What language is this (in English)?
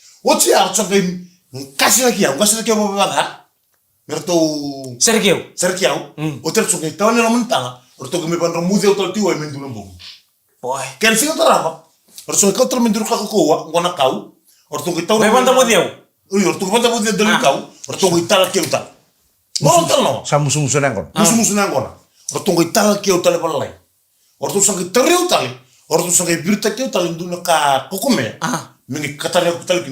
Fijian